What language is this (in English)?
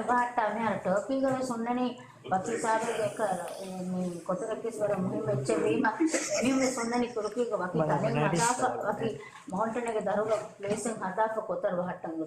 Divehi